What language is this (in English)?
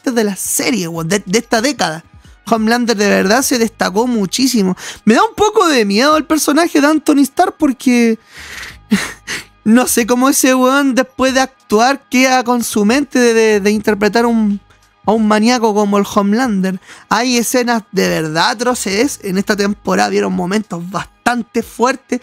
Spanish